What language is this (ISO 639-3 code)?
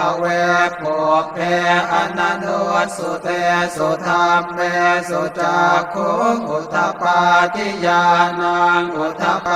pli